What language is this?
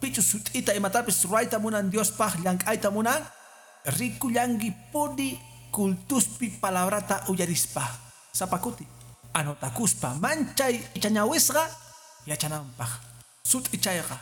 Quechua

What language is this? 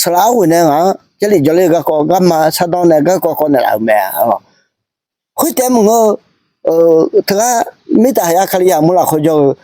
Akha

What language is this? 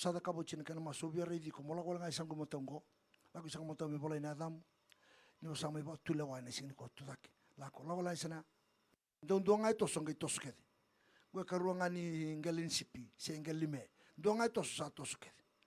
Fijian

